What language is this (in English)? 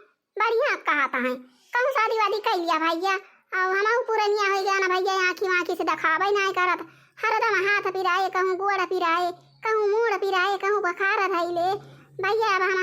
Awadhi